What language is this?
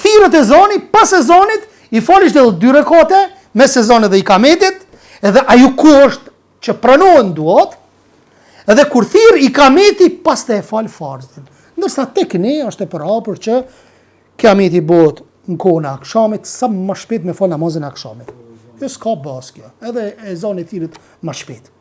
Albanian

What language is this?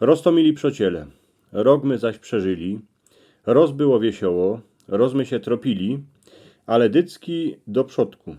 Silesian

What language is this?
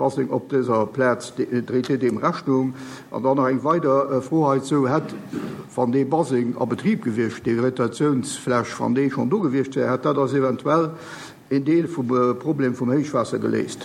Luxembourgish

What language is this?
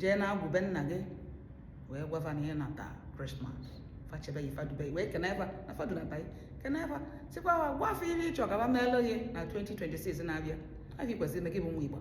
Igbo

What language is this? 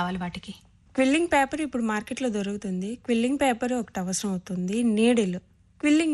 Telugu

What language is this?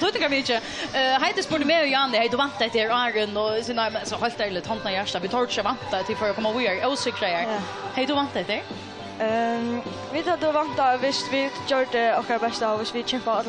Faroese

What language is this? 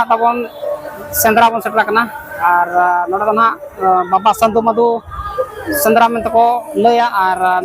Santali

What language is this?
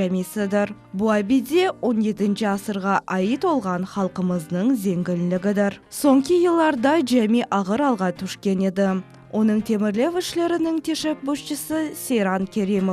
Crimean Tatar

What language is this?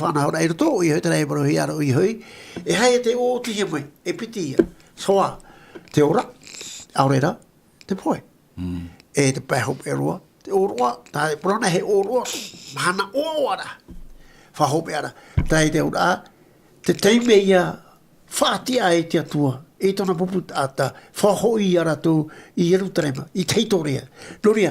Tahitian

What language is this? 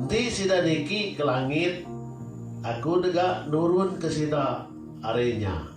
Iban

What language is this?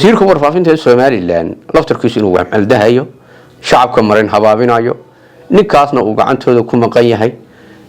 Somali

